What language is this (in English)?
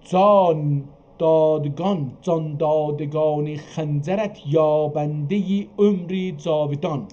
South Azerbaijani